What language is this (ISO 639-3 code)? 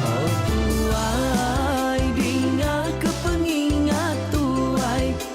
iba